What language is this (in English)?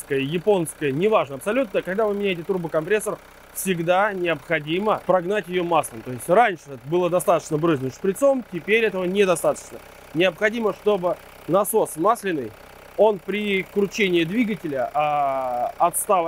Russian